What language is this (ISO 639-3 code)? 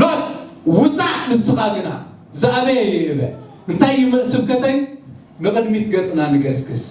tir